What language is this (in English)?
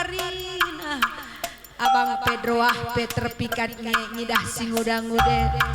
Batak Karo